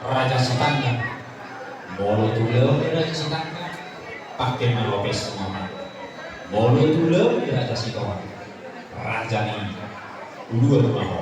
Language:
Batak Toba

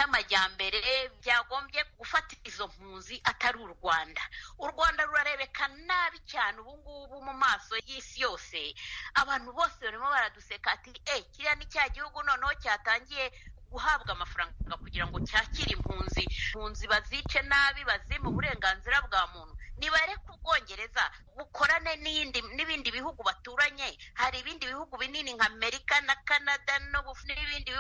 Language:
Kinyarwanda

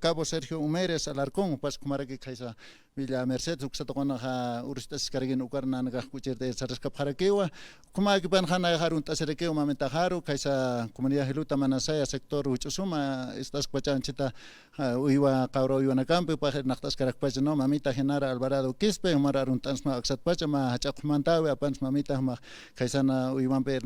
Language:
Aymara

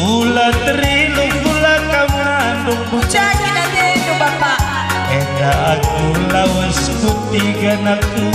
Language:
Batak Karo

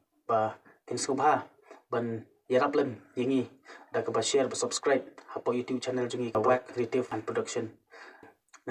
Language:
Khasi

